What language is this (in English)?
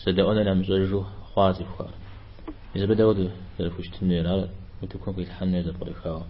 Kabardian